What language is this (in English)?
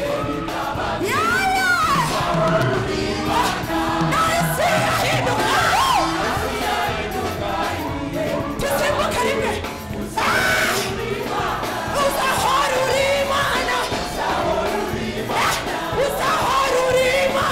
Kinyarwanda